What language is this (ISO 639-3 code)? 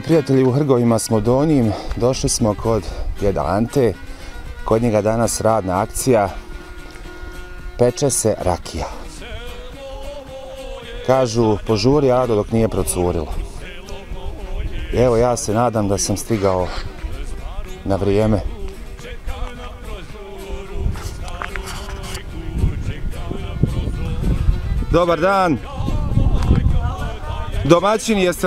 bos